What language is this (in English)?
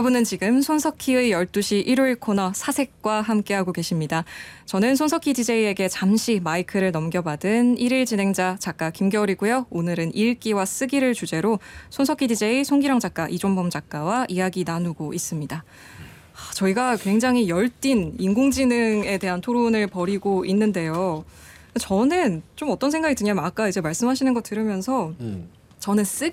Korean